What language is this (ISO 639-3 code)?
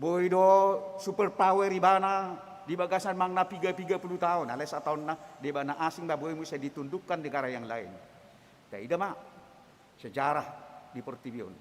bbc